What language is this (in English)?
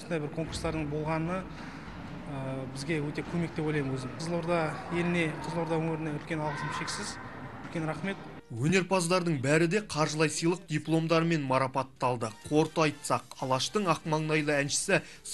Kazakh